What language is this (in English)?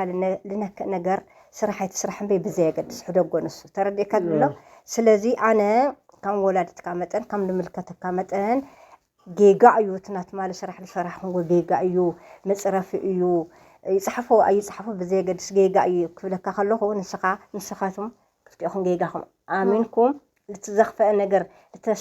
Tigrinya